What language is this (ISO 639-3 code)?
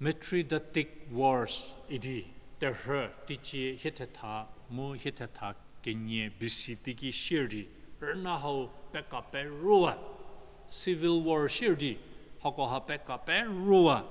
njm